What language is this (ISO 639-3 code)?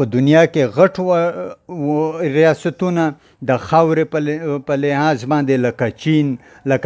pus